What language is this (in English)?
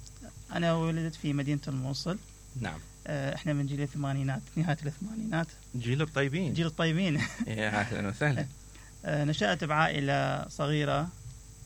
Mesopotamian Arabic